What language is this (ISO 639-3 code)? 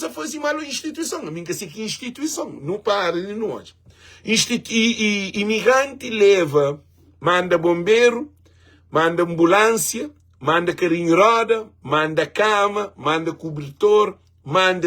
kea